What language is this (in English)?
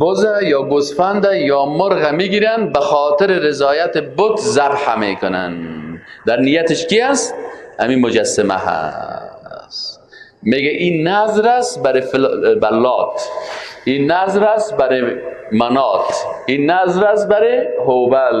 Persian